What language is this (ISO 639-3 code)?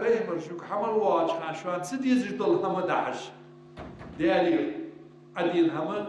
inh